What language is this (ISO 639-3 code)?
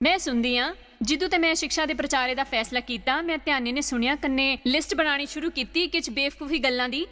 doi